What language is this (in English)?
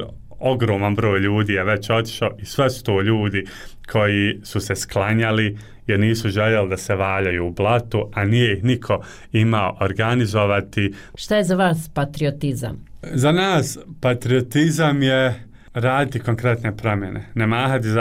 Bosnian